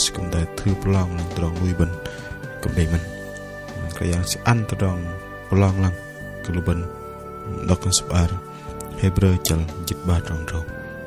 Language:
Bahnar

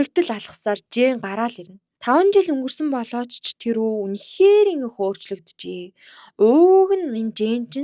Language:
Mongolian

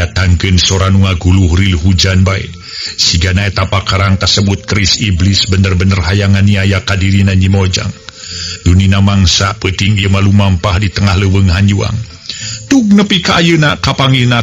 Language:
Sundanese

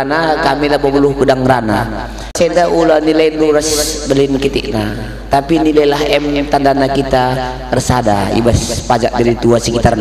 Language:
Batak Karo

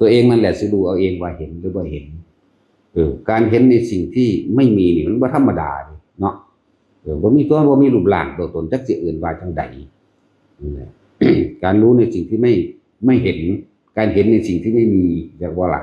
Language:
Northeastern Thai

